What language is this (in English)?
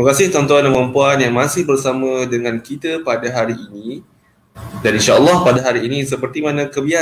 Malay